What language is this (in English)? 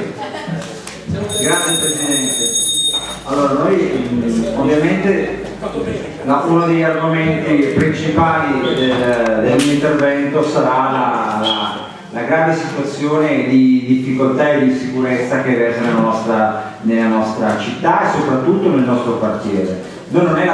Italian